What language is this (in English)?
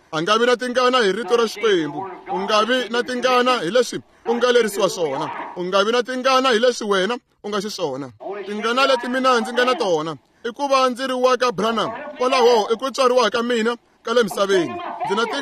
Tsonga